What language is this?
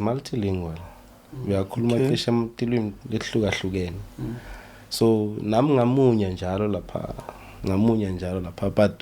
Zulu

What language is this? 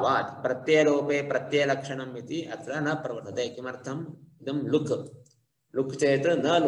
Sanskrit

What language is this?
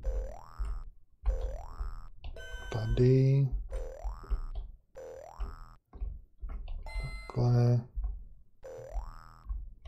Czech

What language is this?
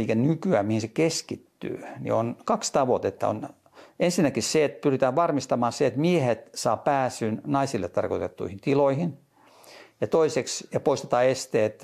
Finnish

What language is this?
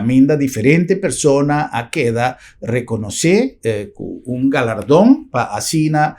Papiamento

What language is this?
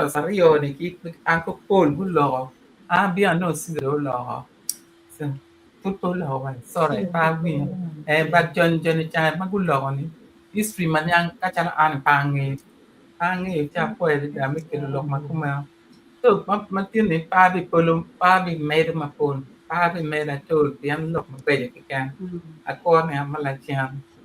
Acoli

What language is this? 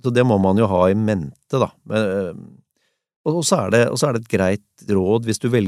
Norwegian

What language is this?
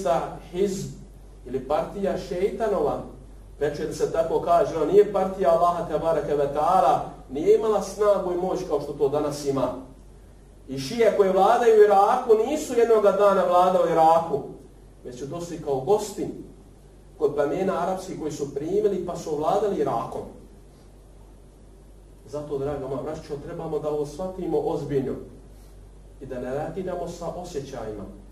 Bosnian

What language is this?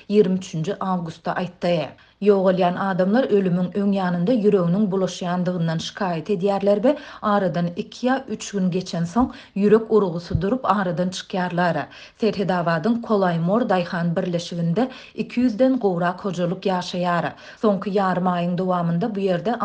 Turkmen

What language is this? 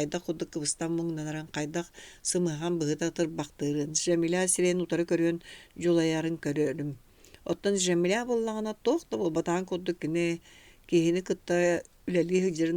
Yakut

